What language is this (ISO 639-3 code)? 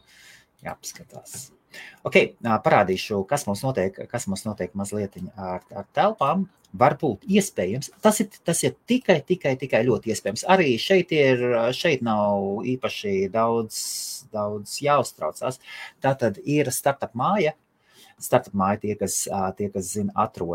lav